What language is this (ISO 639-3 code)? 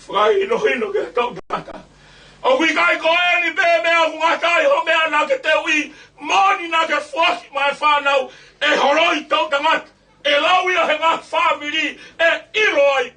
ton